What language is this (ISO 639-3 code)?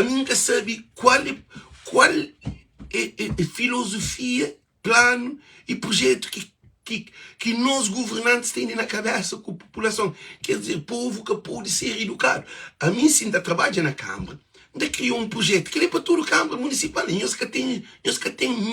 kea